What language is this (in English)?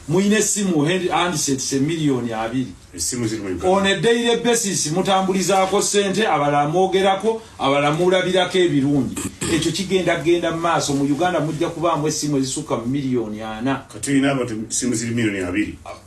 Ganda